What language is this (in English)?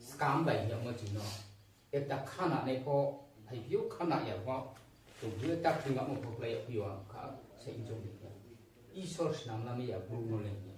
Riang (India)